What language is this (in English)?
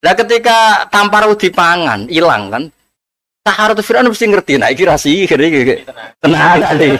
Javanese